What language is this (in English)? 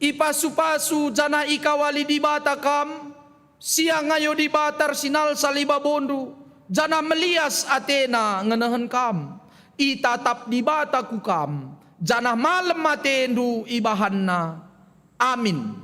Batak Karo